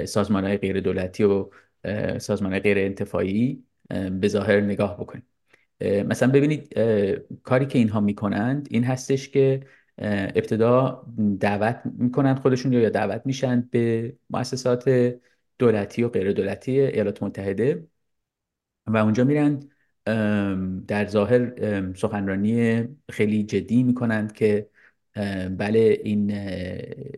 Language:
Persian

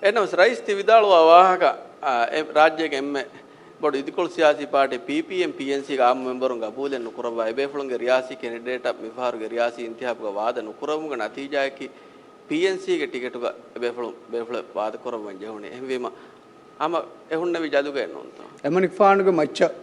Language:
Divehi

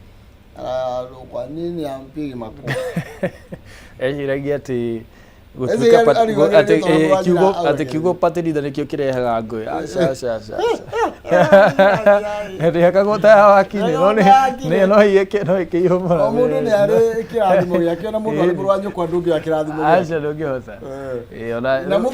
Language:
Kikuyu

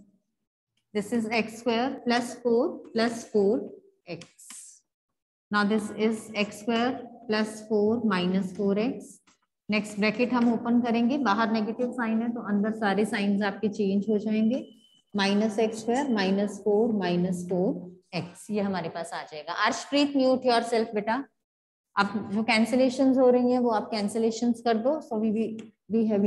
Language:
Hindi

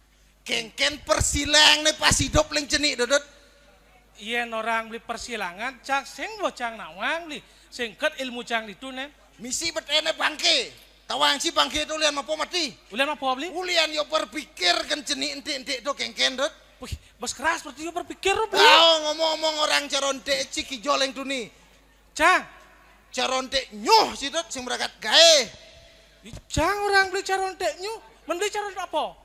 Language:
Balinese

